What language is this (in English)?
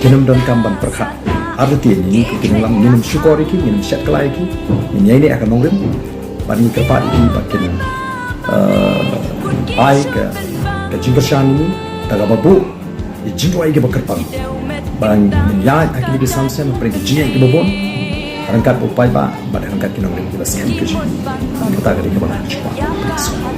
Khasi